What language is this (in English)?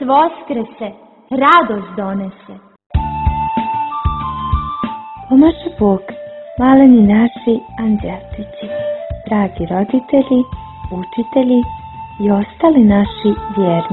Croatian